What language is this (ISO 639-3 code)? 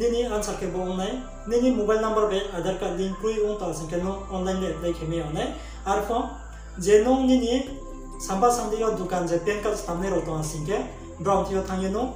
ria